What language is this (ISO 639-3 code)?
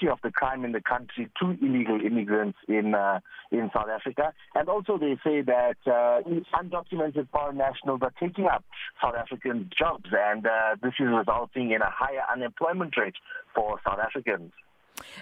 eng